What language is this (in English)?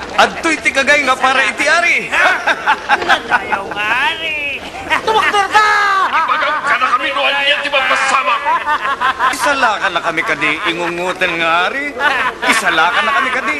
Iloko